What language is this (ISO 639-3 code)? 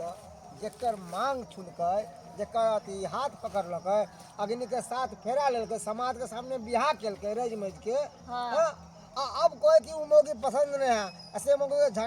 mai